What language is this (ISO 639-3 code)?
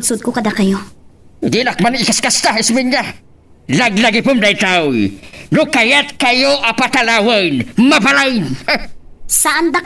ilo